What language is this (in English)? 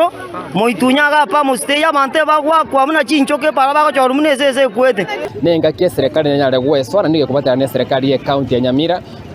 Gusii